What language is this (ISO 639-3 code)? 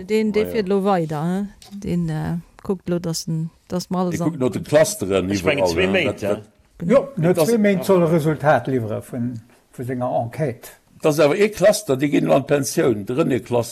ltz